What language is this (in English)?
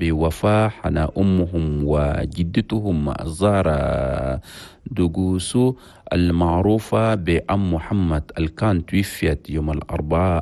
Chadian Arabic